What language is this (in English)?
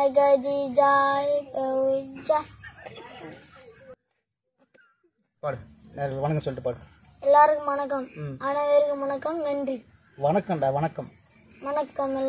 Tamil